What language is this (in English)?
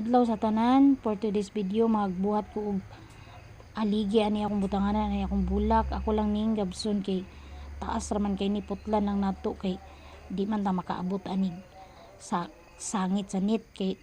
Cebuano